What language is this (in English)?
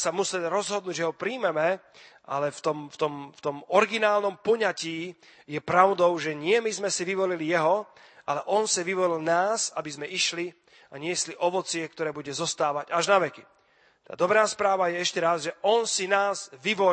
Slovak